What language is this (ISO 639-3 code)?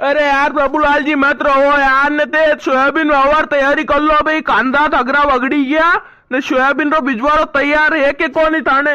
raj